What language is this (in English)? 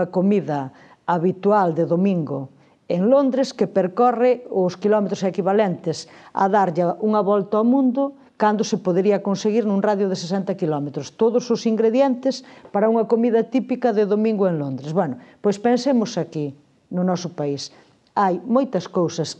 Galician